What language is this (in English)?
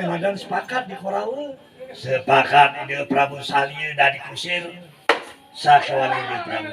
Balinese